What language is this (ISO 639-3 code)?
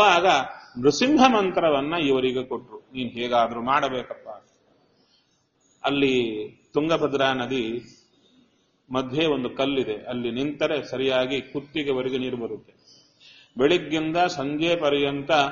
kan